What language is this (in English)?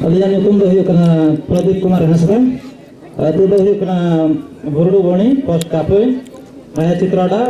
Santali